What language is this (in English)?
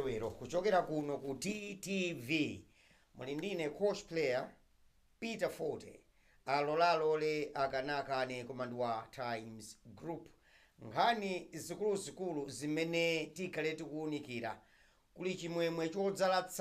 Nyanja